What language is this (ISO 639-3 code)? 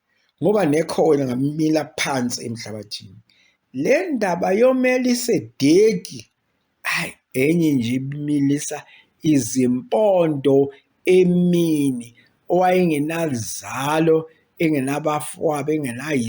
zul